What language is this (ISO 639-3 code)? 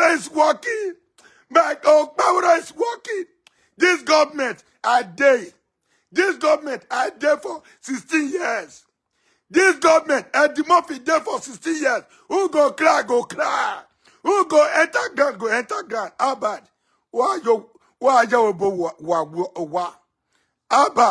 pcm